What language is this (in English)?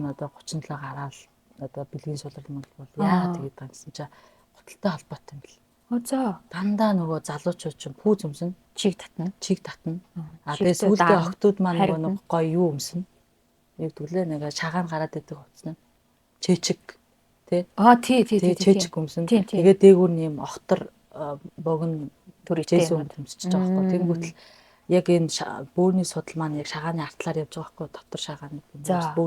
Mongolian